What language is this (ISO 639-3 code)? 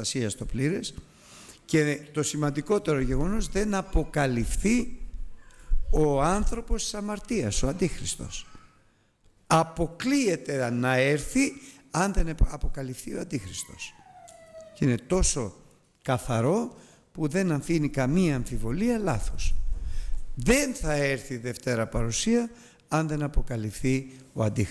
ell